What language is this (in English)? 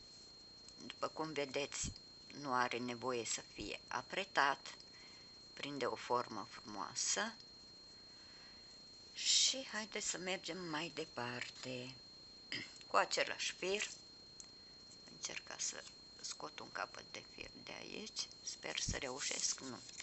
Romanian